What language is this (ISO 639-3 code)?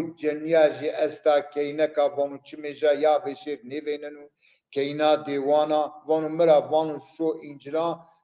zza